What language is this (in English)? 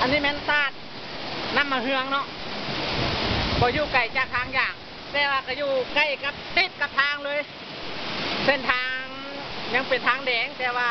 Lao